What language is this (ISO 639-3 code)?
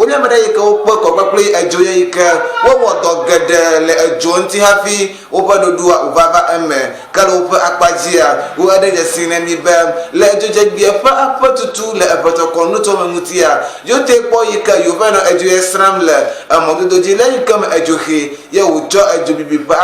ewe